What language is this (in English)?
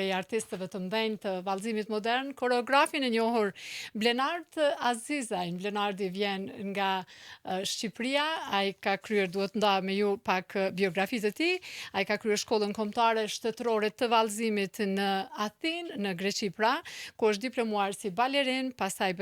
Albanian